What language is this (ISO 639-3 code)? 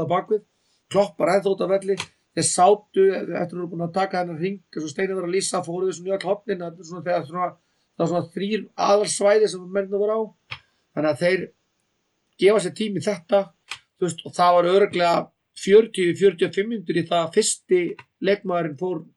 isl